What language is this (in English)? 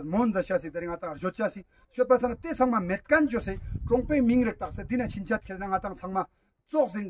Ladakhi